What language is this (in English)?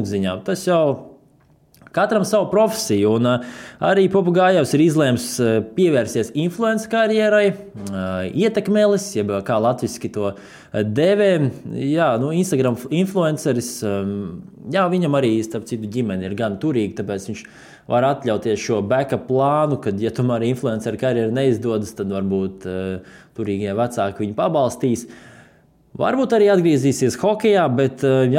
Latvian